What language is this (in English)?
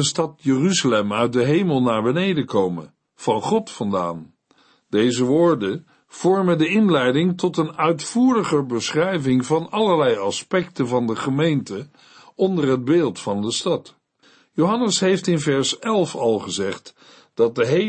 Dutch